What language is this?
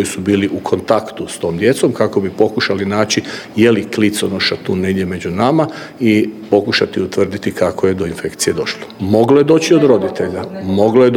Croatian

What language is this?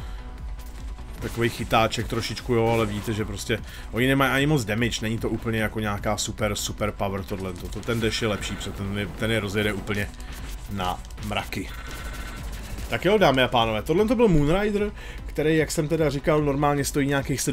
Czech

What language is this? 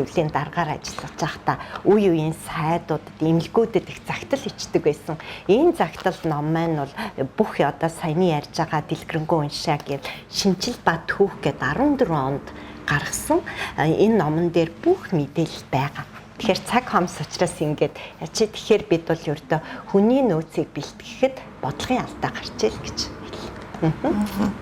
Mongolian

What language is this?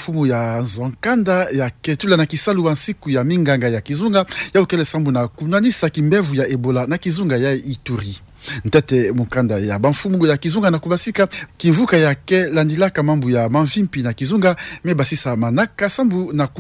Kituba (Democratic Republic of Congo)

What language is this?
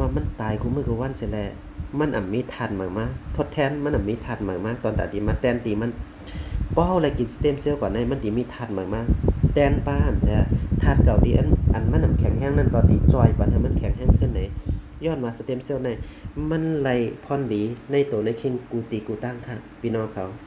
Shan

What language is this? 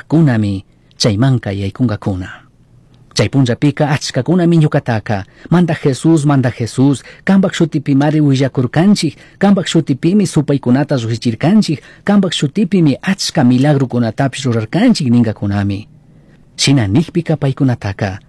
Chimborazo Highland Quichua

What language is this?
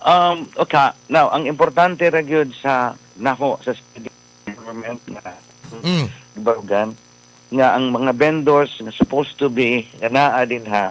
Cebuano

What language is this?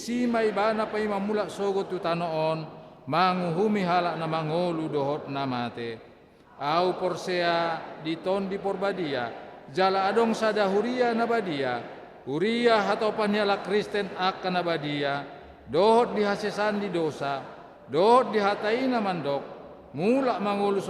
Batak Toba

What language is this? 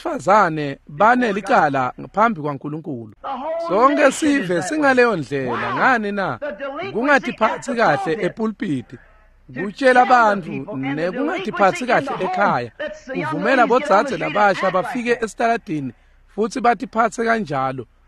Swati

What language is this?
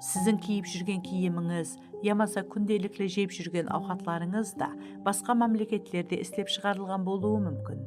Kara-Kalpak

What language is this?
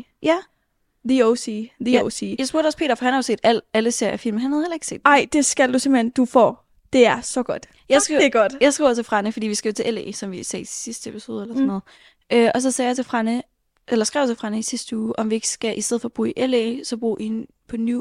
Danish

